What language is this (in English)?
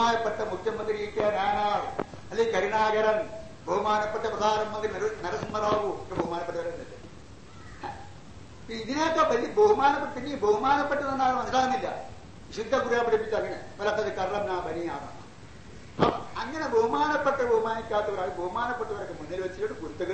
Malayalam